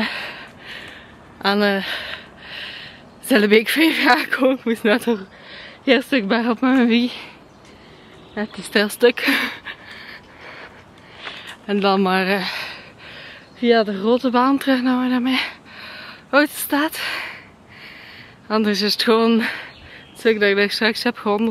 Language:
Dutch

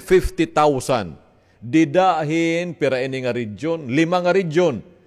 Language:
Waray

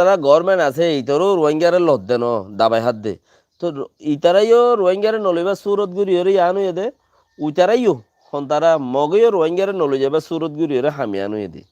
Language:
Rohingya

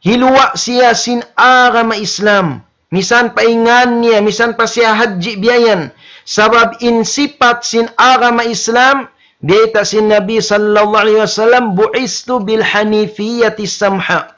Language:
Tausug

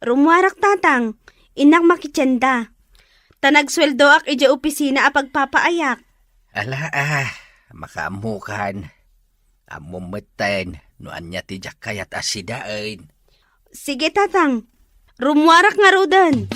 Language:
Iloko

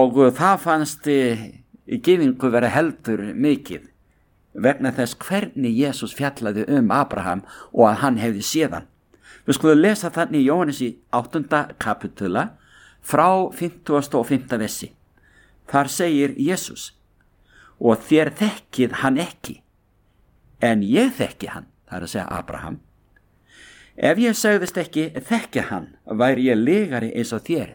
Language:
Icelandic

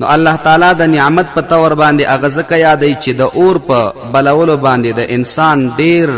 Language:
Pashto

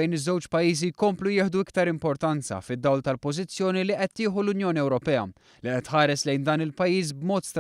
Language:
Maltese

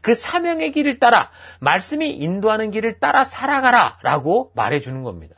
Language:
Korean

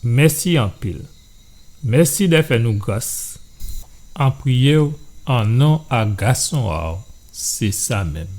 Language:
Guadeloupean Creole French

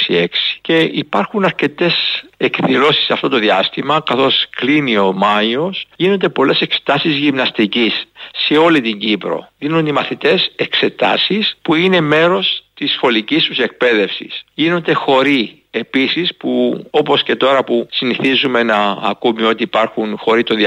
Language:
Greek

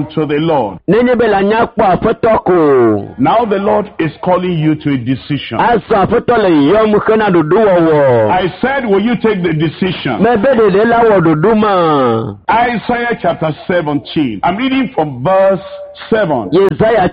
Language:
Ewe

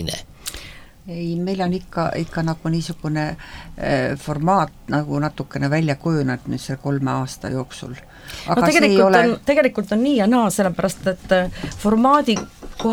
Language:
Estonian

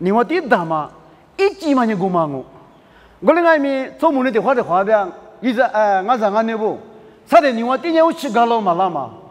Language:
Lisu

